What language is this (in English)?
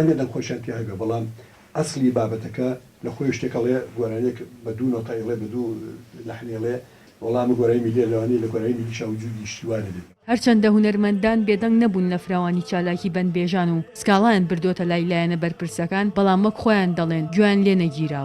Central Kurdish